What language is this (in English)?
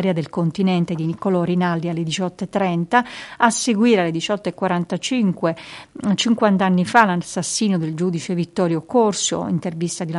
Italian